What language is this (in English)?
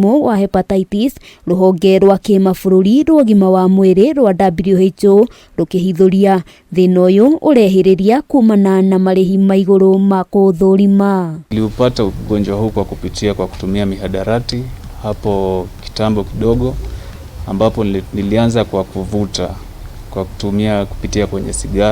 Kikuyu